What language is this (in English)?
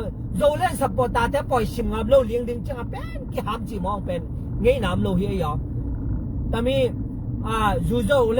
Tedim Chin